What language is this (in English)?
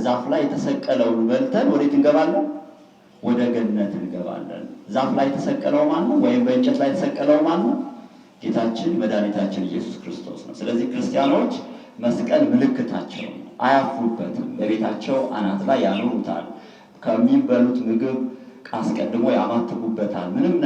Amharic